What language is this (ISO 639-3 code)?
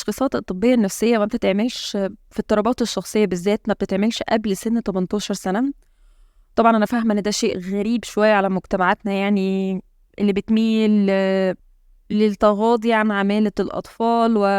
arz